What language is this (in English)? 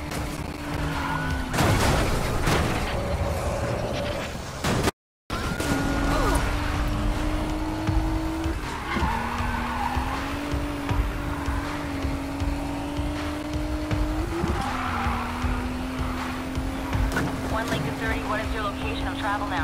English